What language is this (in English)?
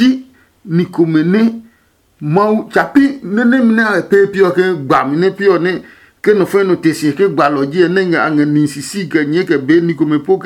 Adangme